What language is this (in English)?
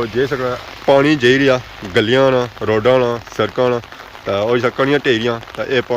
Pahari-Potwari